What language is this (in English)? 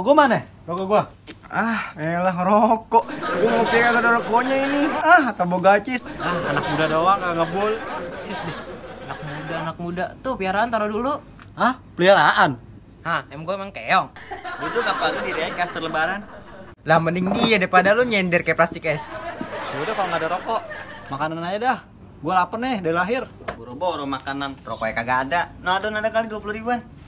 Betawi